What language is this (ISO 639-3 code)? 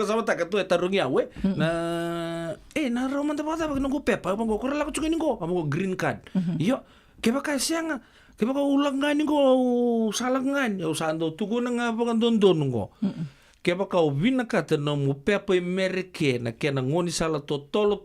fij